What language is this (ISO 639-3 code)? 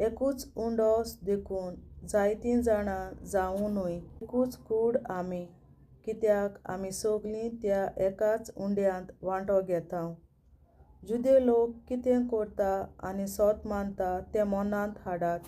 kok